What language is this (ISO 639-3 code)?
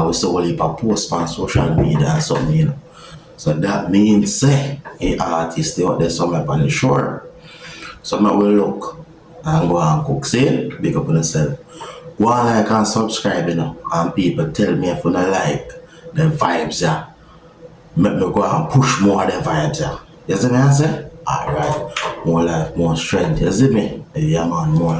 jam